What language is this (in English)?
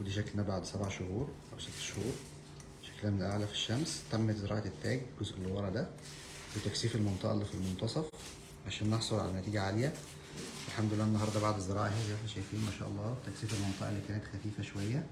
Egyptian Arabic